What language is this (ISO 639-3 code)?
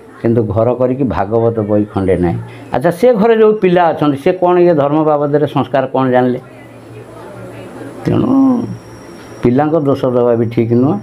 ori